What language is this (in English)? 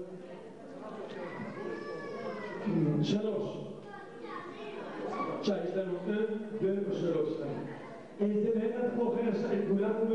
Hebrew